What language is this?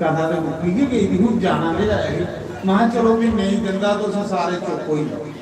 Dogri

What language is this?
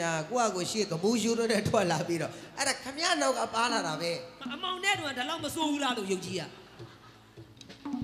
Burmese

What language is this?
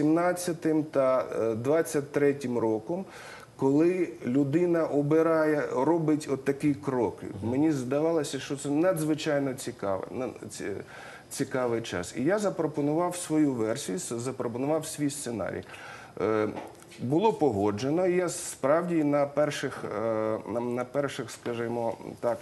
Ukrainian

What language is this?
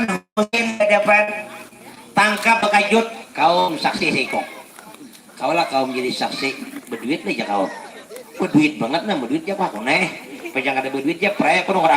Banjar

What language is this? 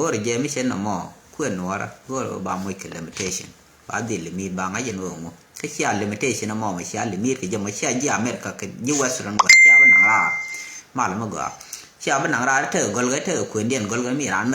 Nuer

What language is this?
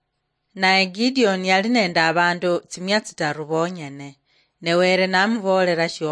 Luyia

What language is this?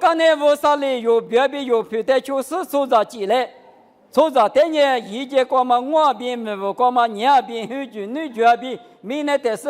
Lisu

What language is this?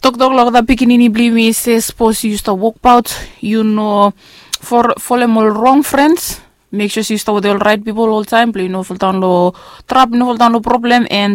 Bislama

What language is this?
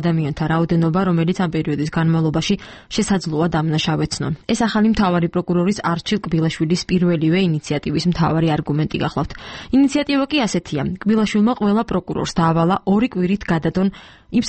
Georgian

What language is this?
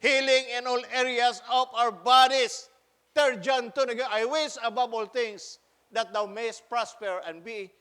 Cebuano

